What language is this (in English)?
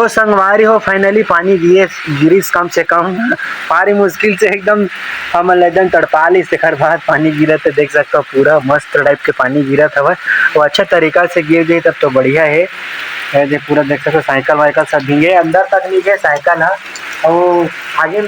Chhattisgarhi